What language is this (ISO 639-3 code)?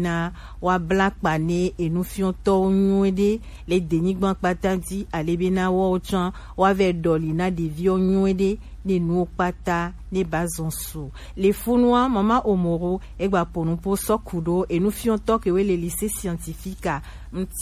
gej